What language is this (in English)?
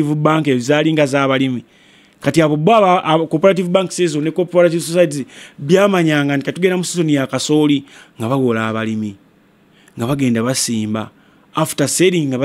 Ganda